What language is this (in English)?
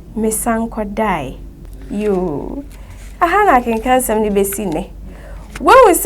Akan